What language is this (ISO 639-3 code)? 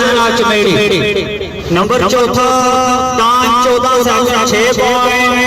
phr